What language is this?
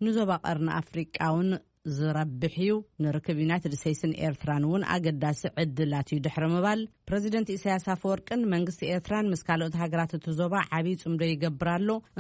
Tigrinya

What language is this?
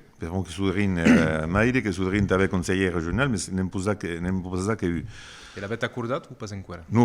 Occitan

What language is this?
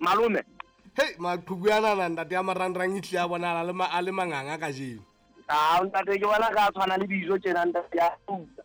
Southern Sotho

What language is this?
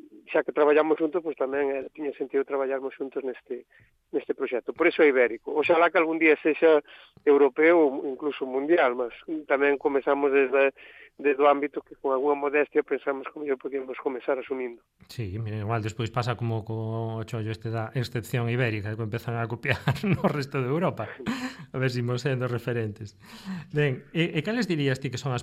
Galician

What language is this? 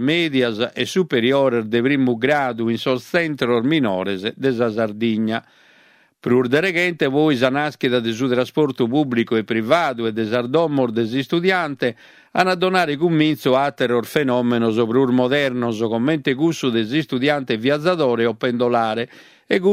Sardinian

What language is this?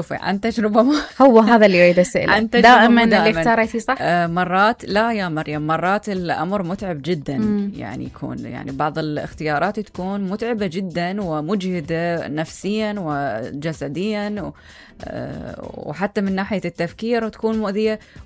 Mesopotamian Arabic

